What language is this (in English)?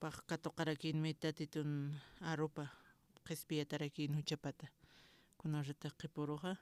Aymara